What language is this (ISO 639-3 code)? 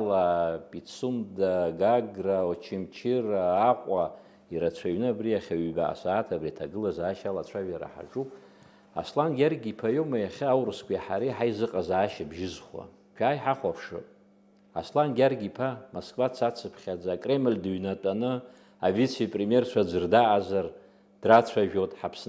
abk